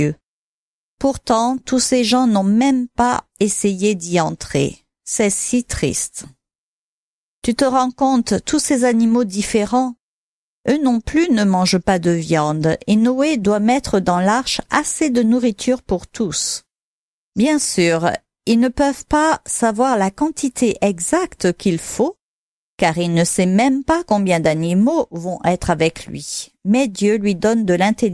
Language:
French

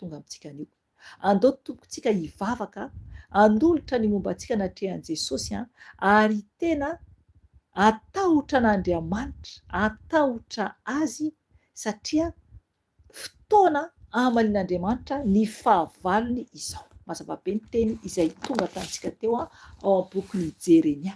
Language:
Malagasy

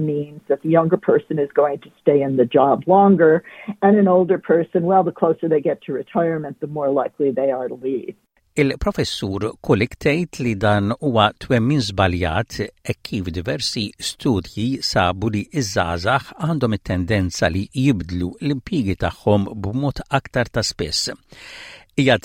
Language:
Maltese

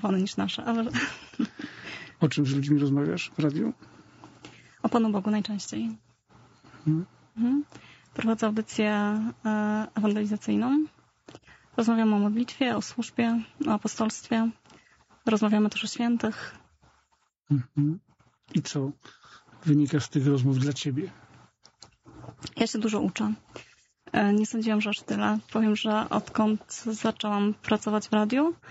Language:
Polish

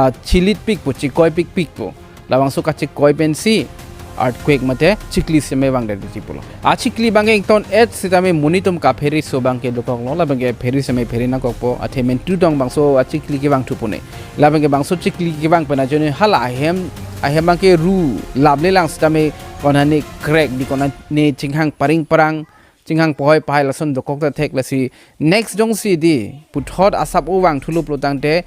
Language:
Karbi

